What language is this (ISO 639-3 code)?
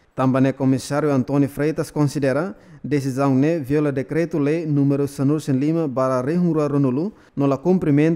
tet